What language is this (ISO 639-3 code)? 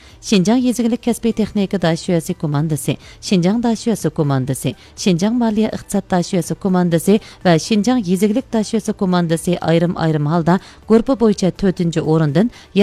uig